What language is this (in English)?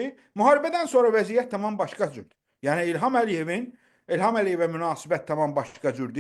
Azerbaijani